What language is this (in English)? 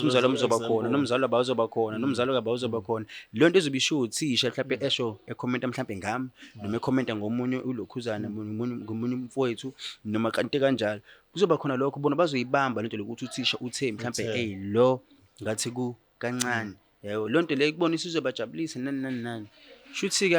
Zulu